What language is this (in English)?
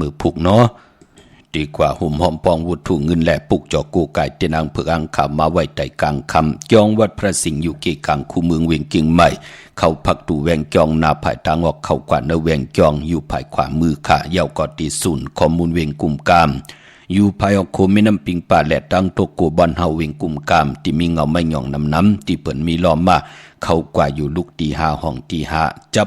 Shan